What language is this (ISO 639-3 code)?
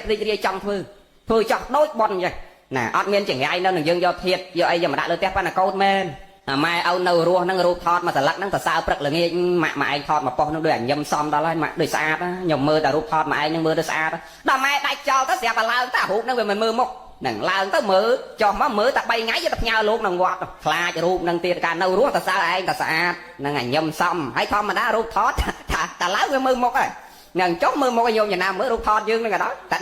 khm